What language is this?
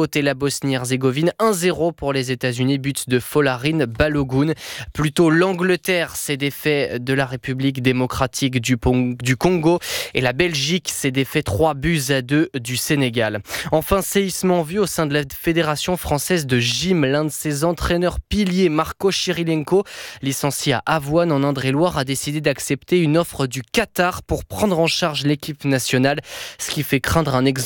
French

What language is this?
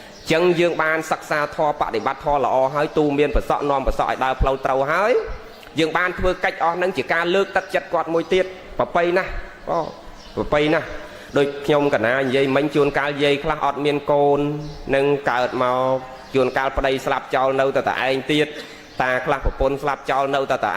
Khmer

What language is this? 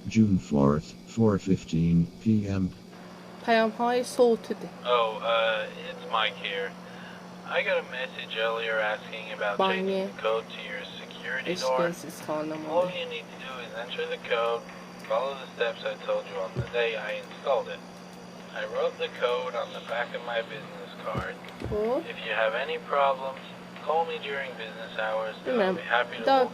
South Azerbaijani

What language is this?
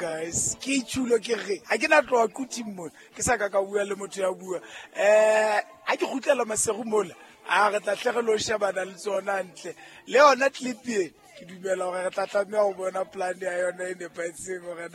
Southern Sotho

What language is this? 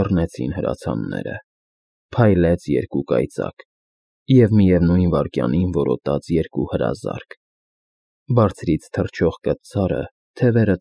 Armenian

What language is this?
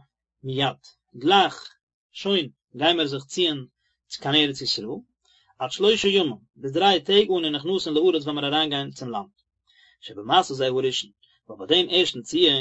Yiddish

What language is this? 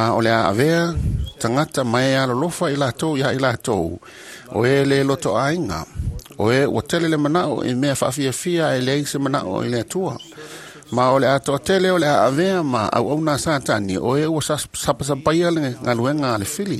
Samoan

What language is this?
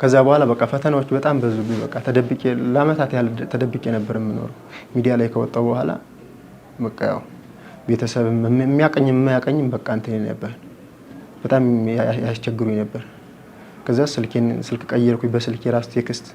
Amharic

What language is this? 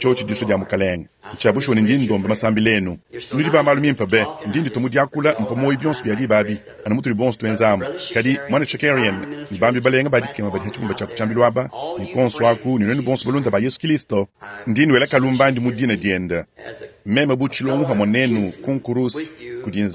Luba-Lulua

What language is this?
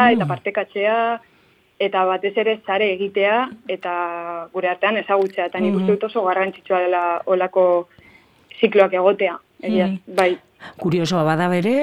Basque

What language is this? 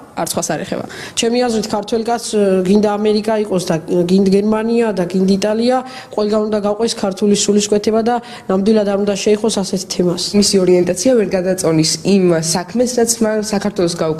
Georgian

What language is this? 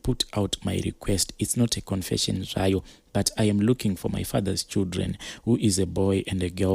Shona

